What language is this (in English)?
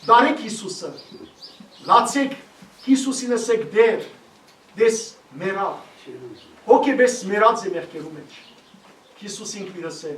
Western Armenian